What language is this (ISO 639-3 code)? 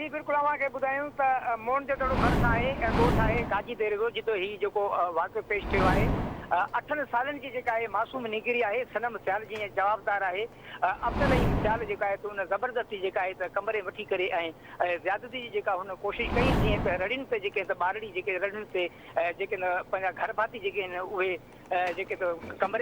snd